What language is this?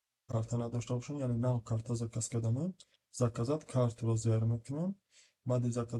Tajik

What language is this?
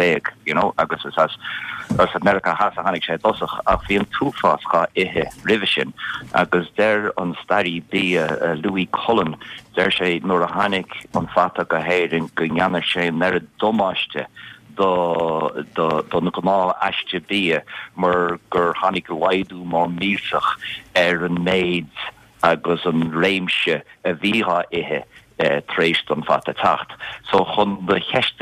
Irish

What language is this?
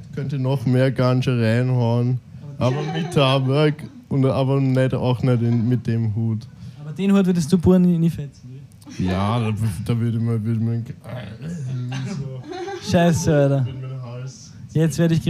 Bavarian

